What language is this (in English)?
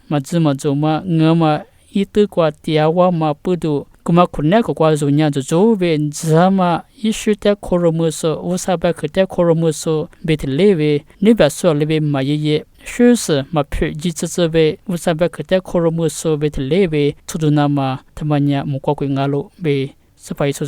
Lisu